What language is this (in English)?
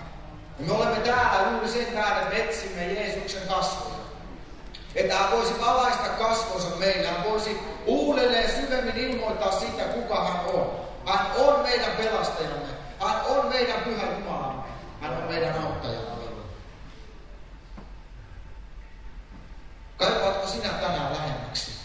Finnish